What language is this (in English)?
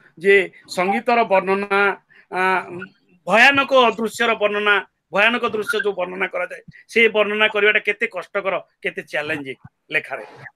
Odia